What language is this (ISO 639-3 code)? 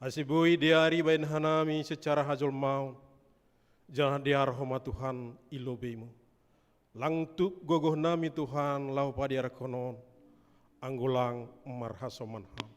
bts